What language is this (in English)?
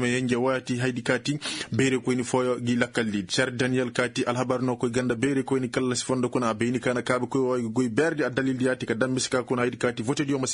Koyraboro Senni